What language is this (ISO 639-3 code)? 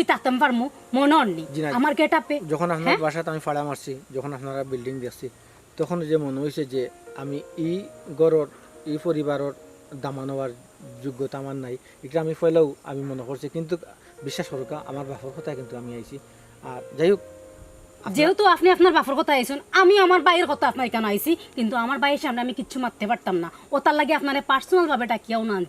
syl